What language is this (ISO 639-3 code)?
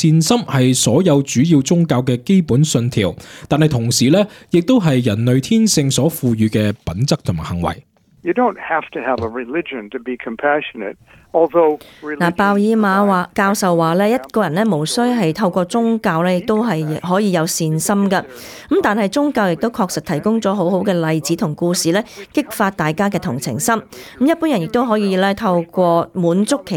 yue